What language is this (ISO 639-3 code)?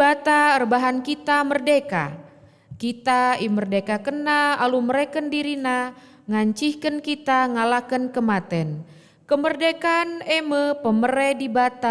btx